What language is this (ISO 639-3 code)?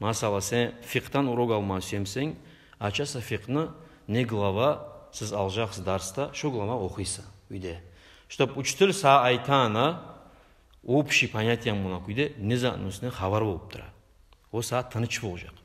kum